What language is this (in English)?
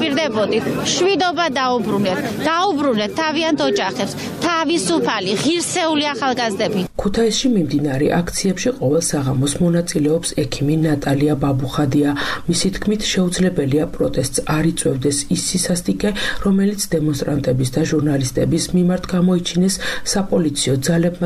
Georgian